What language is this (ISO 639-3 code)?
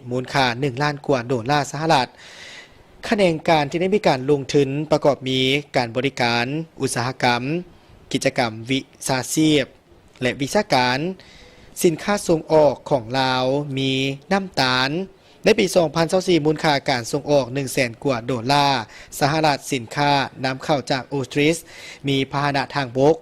lao